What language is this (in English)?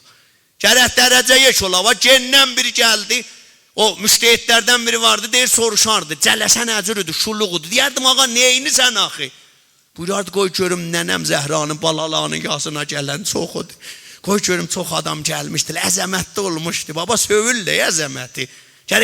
South Azerbaijani